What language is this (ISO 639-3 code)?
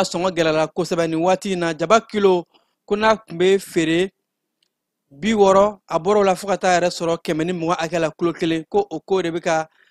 bam